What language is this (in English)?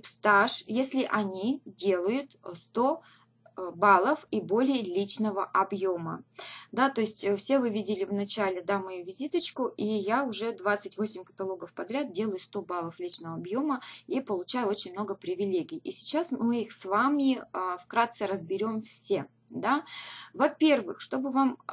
Russian